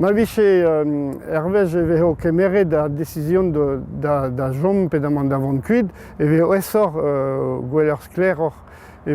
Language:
Breton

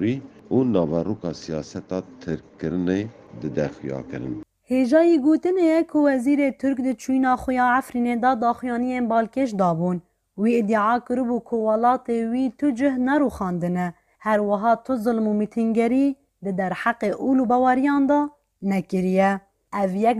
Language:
Kurdish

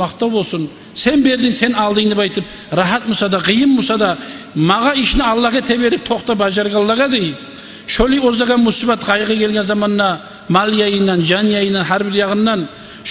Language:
Kumyk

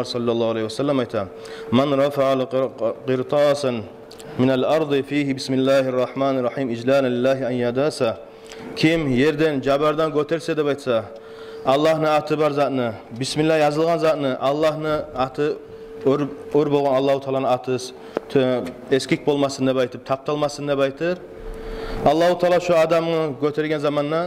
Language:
Kumyk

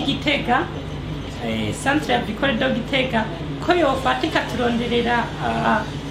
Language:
Rundi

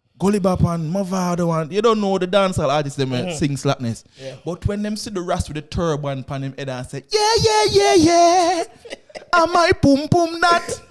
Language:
Jamaican Creole English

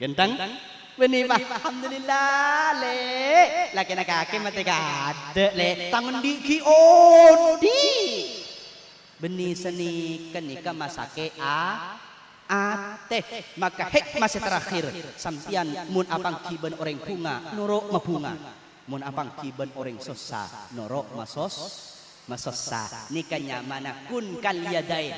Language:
Madurese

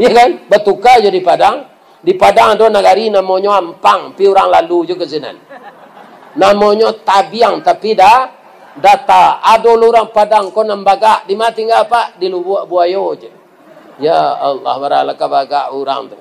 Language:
Minangkabau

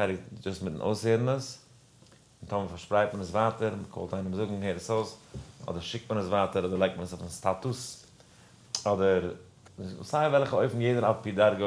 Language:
Yiddish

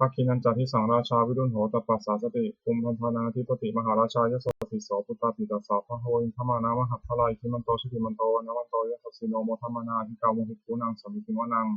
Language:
Pali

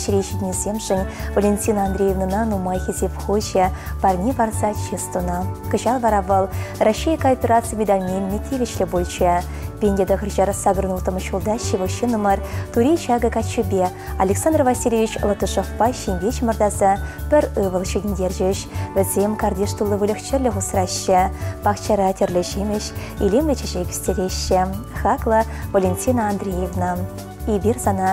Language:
Chuvash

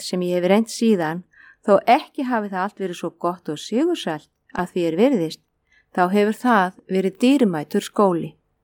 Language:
Icelandic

